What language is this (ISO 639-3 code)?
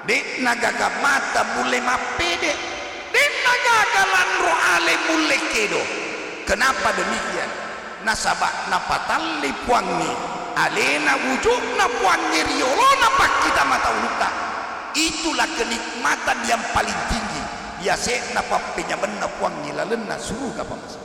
bug